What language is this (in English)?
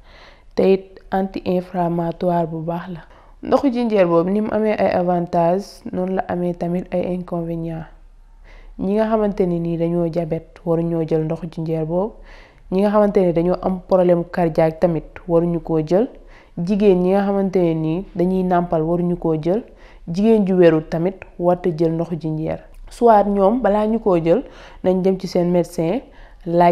Wolof